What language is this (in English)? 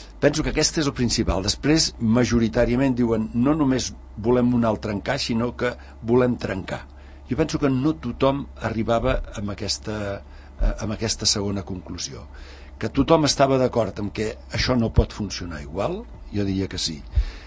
Catalan